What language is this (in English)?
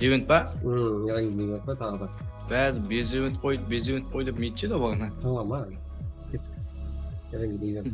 Kara-Kalpak